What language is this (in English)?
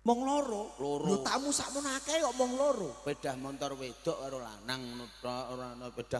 Javanese